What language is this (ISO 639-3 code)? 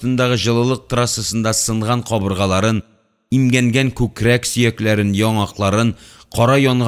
tat